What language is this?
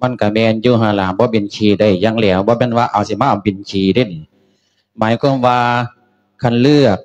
Lao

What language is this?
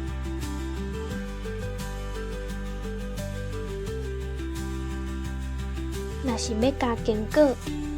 Min Nan Chinese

